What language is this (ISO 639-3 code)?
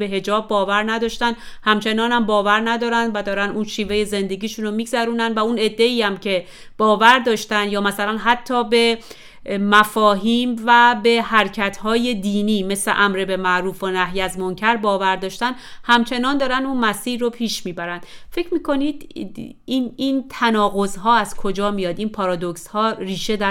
fas